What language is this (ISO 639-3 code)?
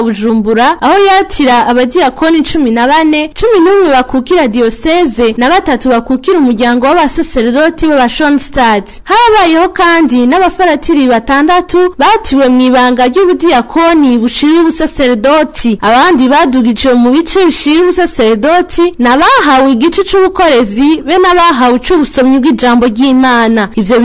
run